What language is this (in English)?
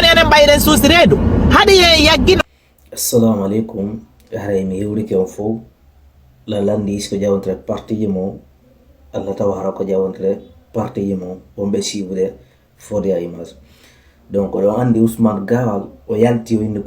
Fula